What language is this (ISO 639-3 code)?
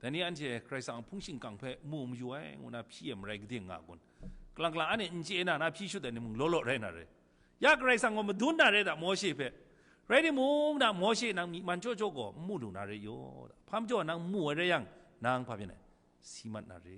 kac